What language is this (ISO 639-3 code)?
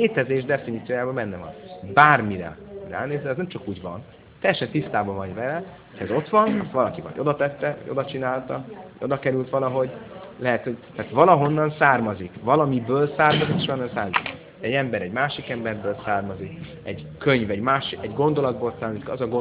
hun